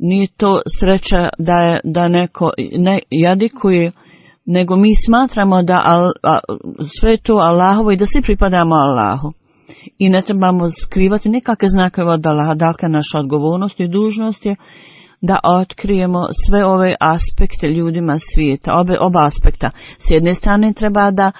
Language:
Bosnian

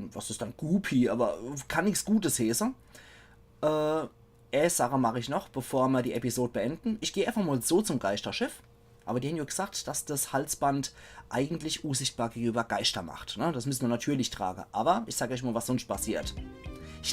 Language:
Palatine German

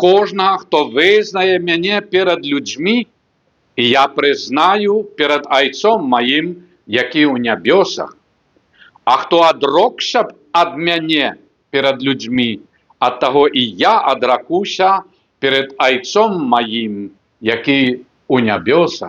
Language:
Belarusian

